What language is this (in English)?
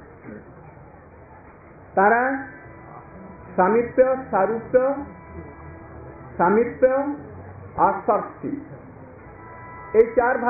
Bangla